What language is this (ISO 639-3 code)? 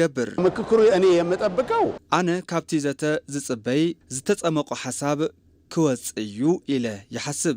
tir